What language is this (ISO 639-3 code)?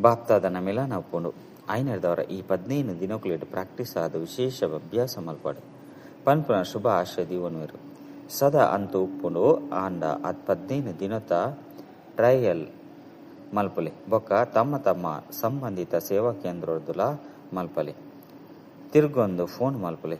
tcy